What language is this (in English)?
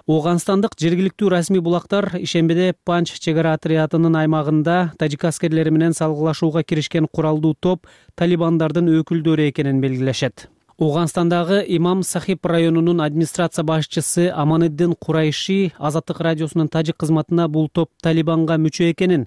Kyrgyz